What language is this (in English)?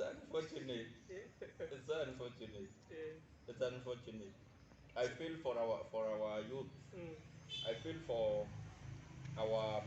Meru